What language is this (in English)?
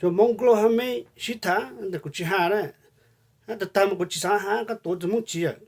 Hmong